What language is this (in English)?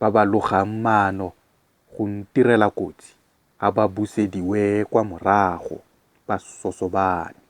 Tswana